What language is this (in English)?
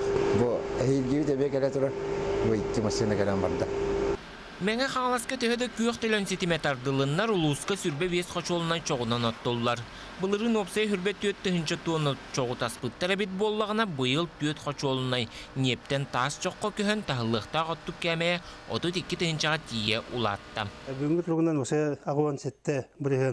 Yakut